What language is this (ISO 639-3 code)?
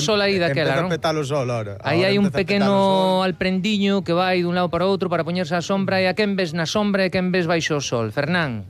glg